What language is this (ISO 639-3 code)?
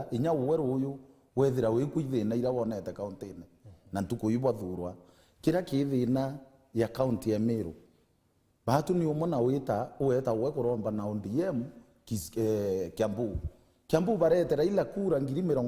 mer